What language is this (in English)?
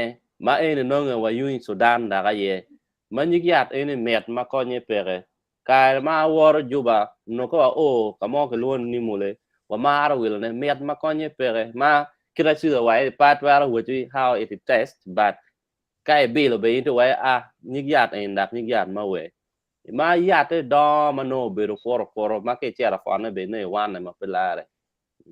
Acoli